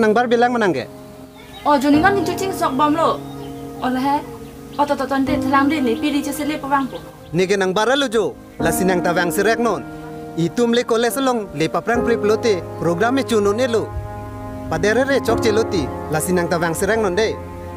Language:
Karbi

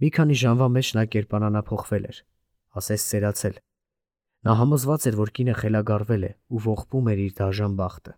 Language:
Armenian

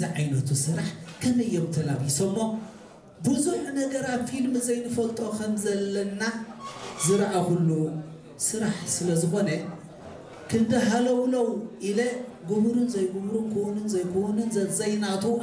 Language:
Tigrinya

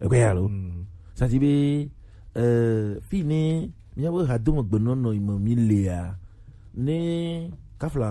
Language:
Gen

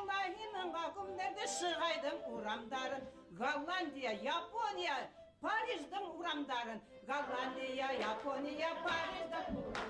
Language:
Bashkir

